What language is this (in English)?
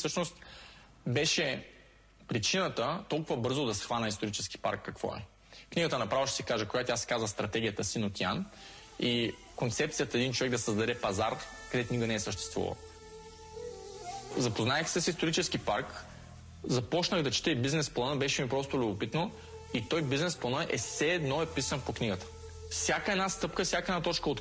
Bulgarian